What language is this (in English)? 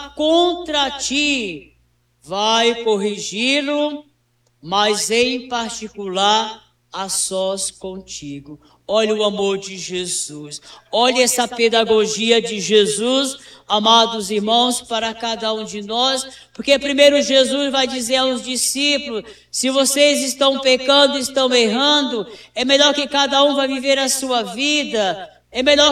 Portuguese